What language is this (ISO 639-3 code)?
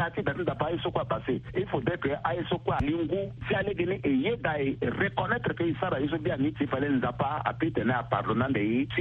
sag